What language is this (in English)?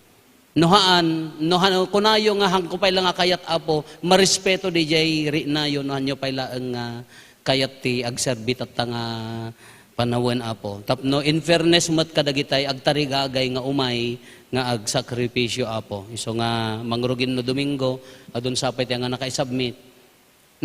Iloko